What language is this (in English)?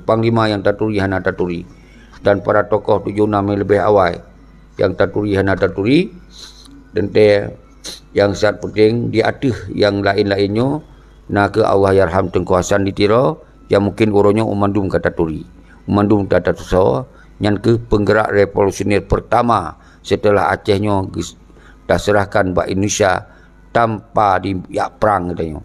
Achinese